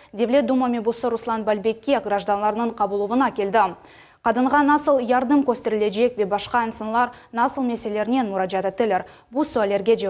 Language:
Crimean Tatar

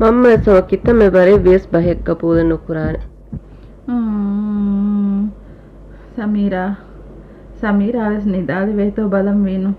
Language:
Divehi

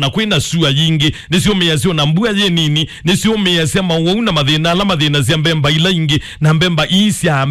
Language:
Kamba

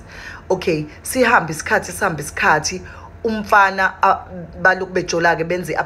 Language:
Zulu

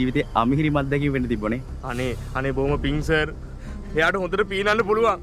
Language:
Sinhala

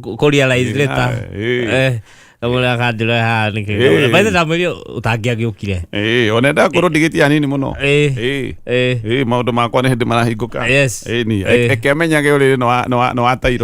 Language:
Kikuyu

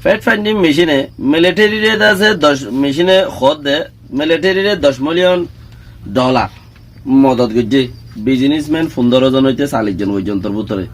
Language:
Rohingya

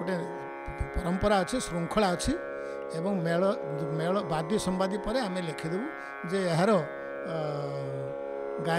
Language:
Odia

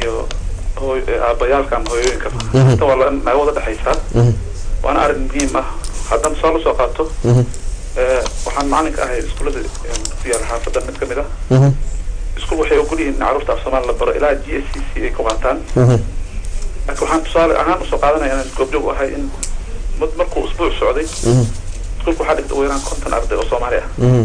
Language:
Somali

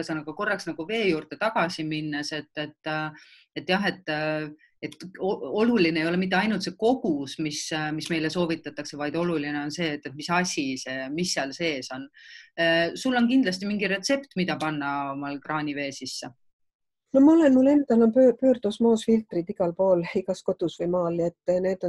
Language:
Estonian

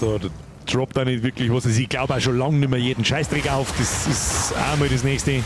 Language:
Bavarian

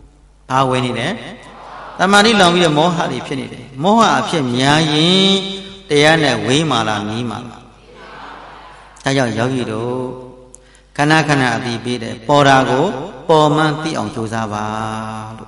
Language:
Burmese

